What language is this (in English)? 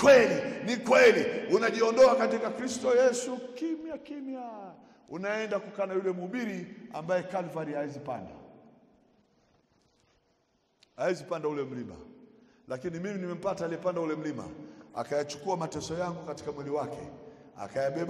Swahili